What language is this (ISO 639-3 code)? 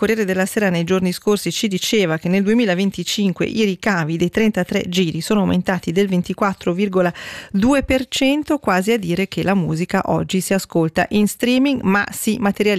ita